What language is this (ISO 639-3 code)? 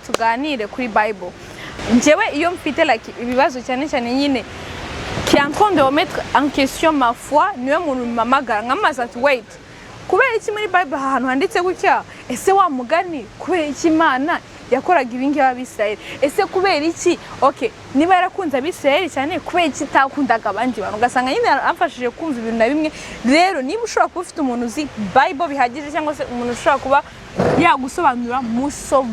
kin